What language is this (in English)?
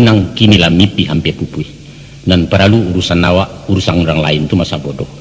Minangkabau